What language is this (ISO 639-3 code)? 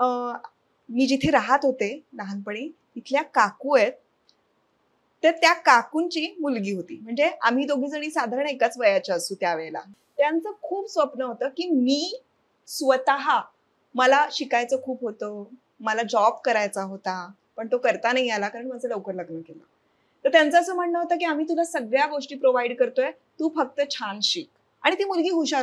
mar